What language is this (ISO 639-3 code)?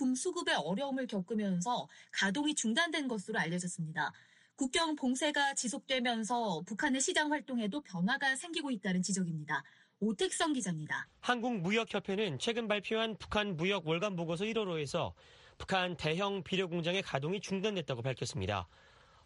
kor